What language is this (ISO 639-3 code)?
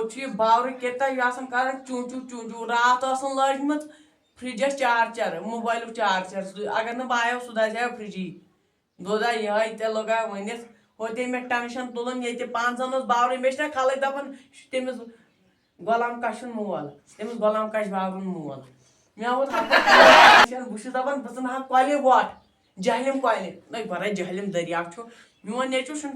kas